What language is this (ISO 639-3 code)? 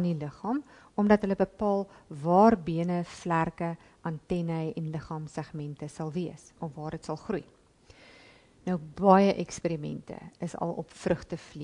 afr